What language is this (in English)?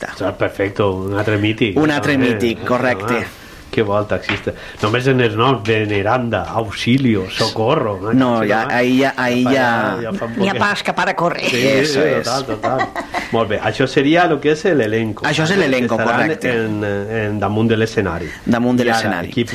Catalan